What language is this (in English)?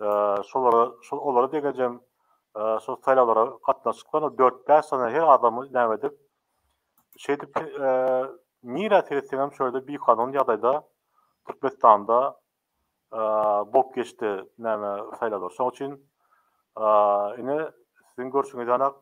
Turkmen